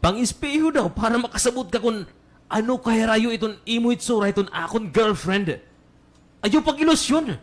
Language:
Waray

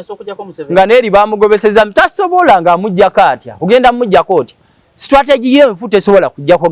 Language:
Ganda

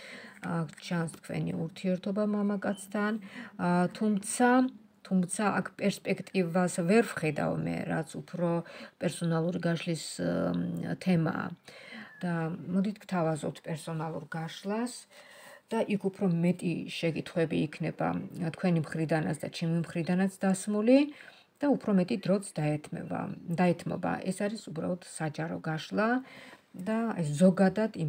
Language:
Georgian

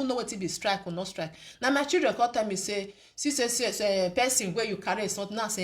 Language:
Nigerian Pidgin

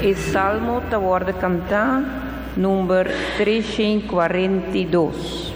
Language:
Papiamento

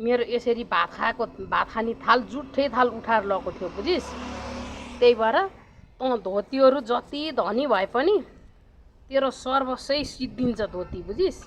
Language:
Nepali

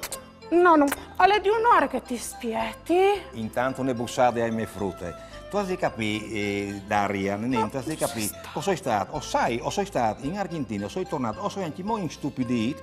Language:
Friulian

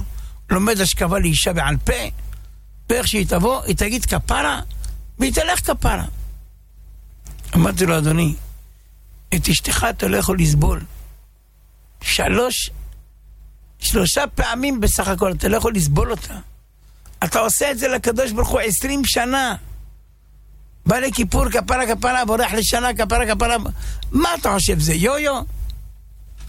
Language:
Hebrew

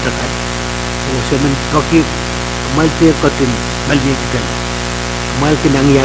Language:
Pohnpeian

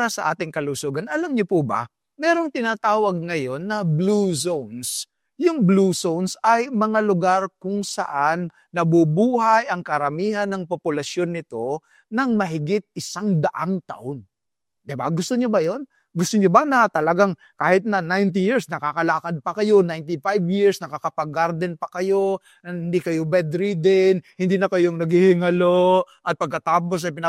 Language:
Filipino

